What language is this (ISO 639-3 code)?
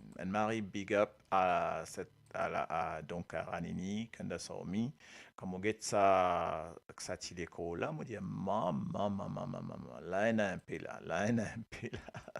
mfe